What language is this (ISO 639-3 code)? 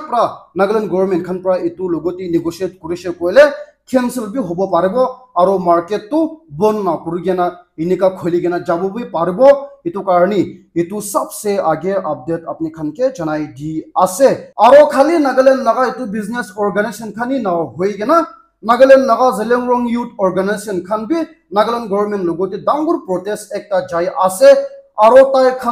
nag